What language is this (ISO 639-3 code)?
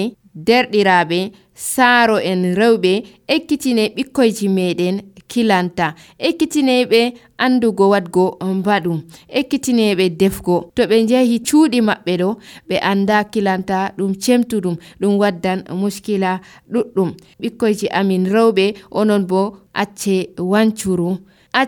fuv